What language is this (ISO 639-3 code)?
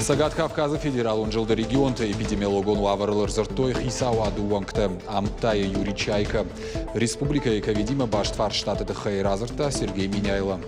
oss